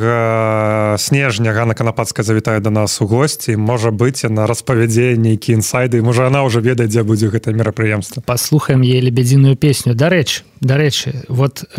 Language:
Belarusian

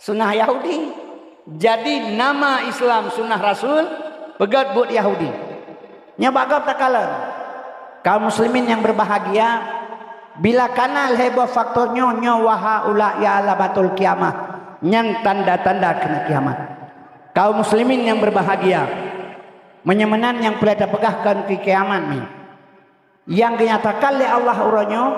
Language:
Achinese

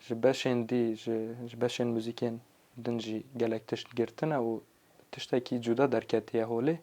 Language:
Kurdish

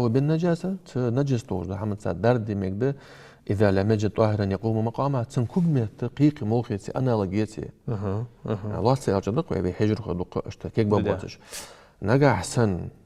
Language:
Ingush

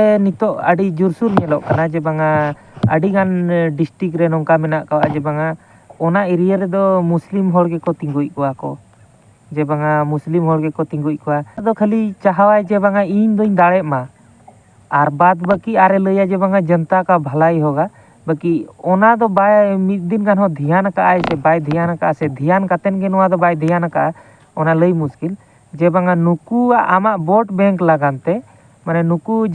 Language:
Santali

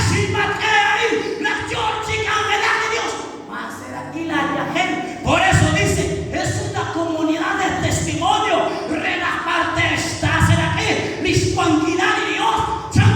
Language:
Kekchí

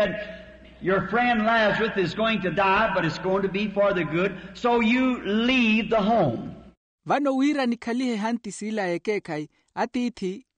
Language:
Makhuwa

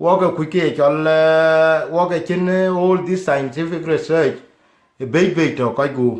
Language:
Dinka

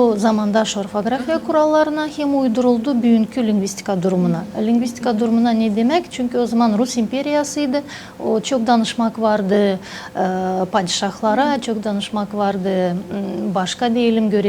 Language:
Gagauz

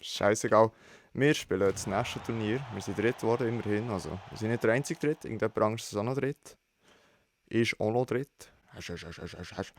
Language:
Swiss German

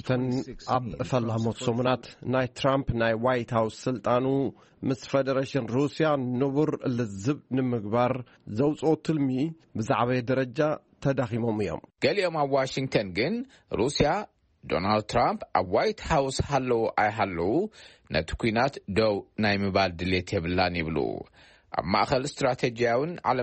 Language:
Tigrinya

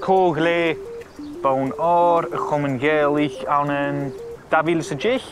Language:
Scottish Gaelic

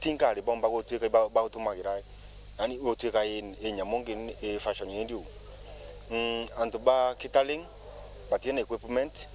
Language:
Meru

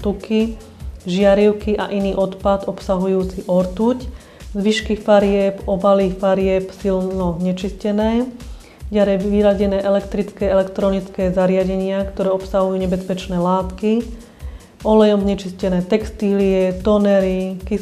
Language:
Slovak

